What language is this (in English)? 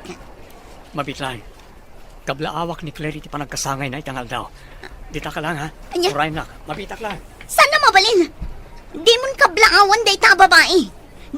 Iloko